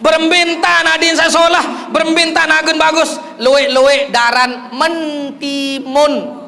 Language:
Sasak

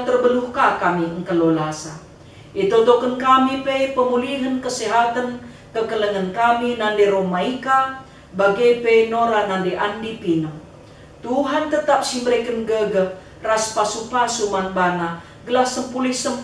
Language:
Batak Karo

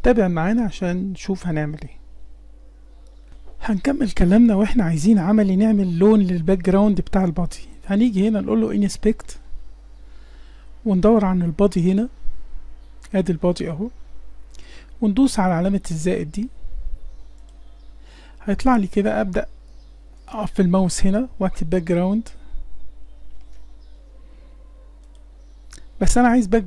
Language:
Egyptian Arabic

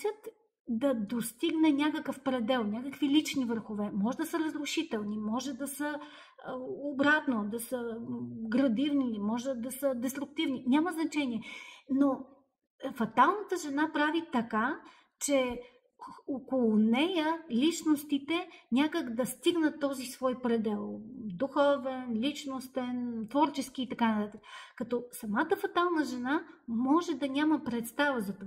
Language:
Bulgarian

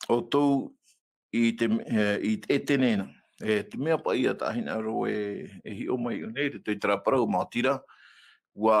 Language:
Tahitian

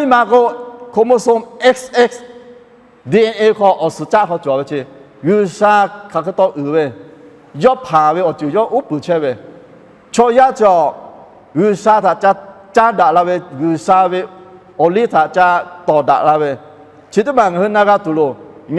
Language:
Lahu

